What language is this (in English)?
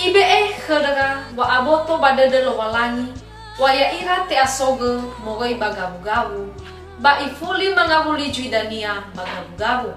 Nias